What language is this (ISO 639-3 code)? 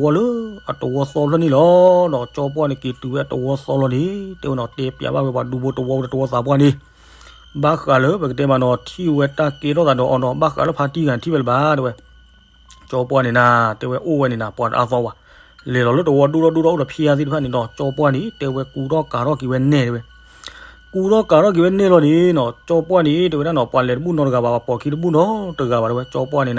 ksw